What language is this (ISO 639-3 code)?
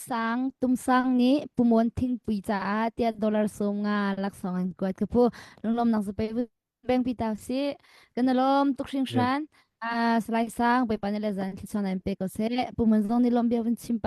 cnh